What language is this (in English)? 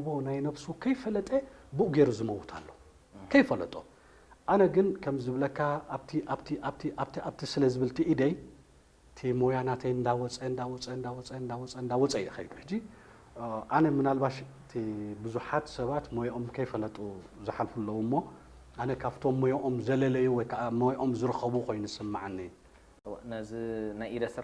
Tigrinya